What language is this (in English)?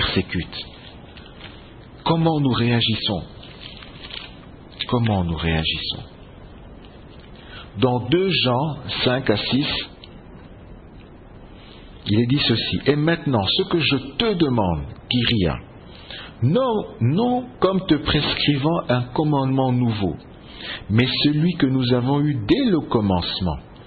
French